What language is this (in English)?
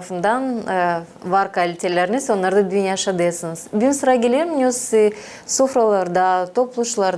Gagauz